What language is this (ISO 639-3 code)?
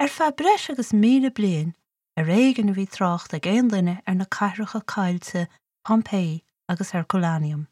gle